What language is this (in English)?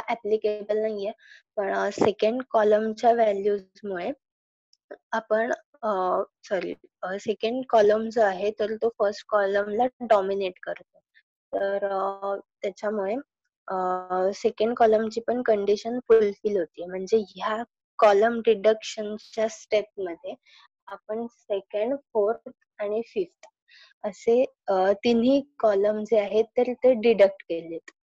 Marathi